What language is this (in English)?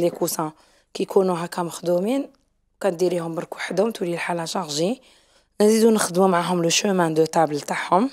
Algerian Arabic